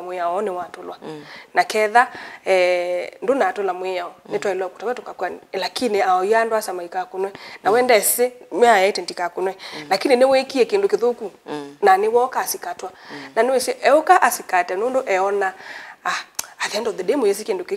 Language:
Kamba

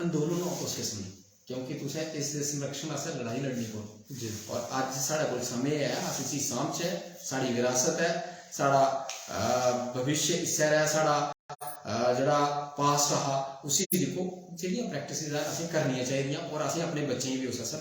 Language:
Dogri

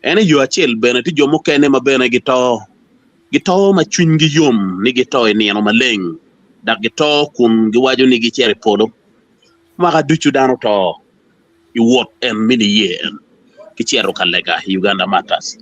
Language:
Acoli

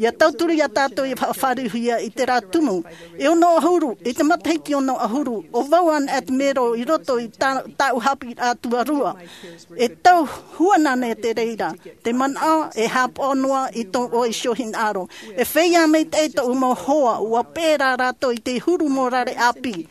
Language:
Tahitian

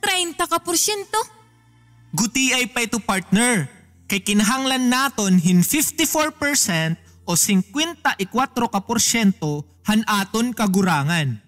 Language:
Waray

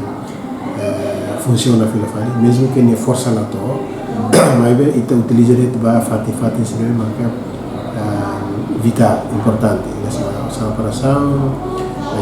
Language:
Tetum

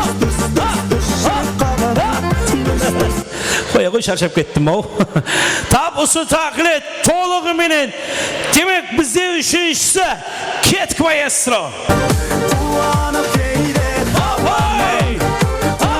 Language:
Kara-Kalpak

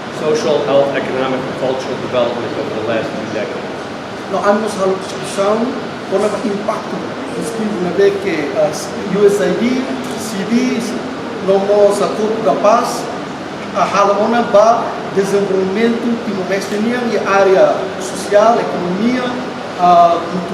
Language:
Tetum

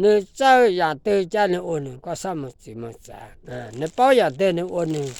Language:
Hmong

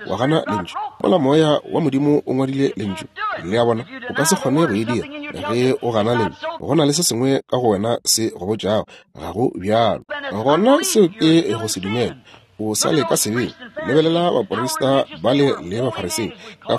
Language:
Northern Sotho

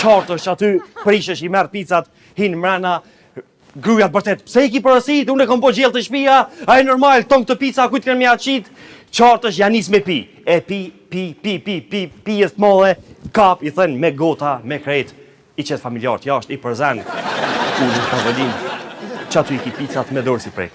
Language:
Albanian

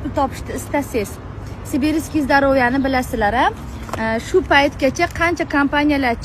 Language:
Uzbek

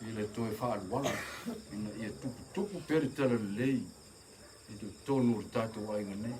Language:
Samoan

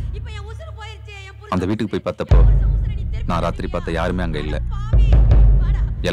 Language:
Tamil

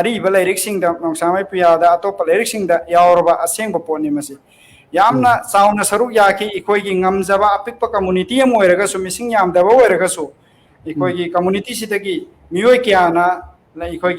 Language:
Manipuri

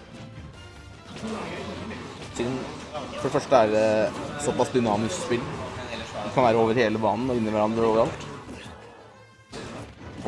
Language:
Norwegian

